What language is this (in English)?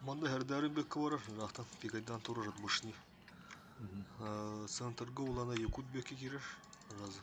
Yakut